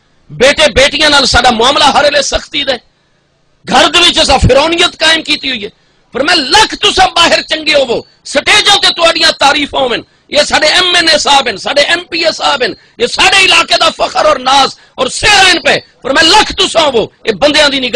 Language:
Saraiki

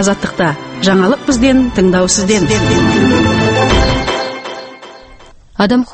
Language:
Kazakh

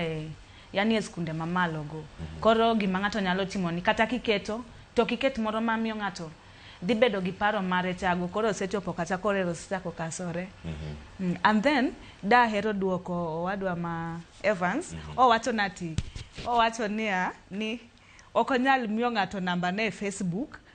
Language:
Luo (Kenya and Tanzania)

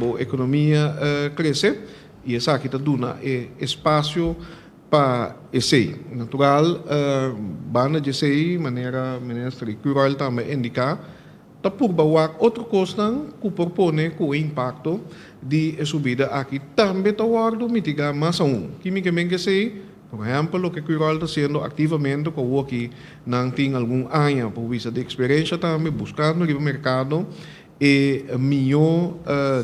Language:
Papiamento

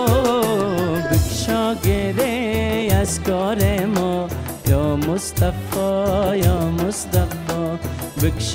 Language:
Persian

